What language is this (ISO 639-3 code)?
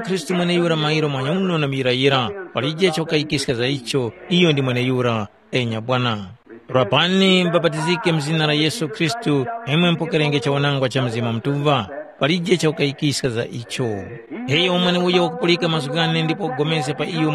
tum